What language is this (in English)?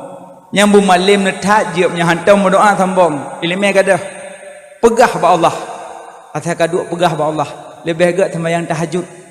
Achinese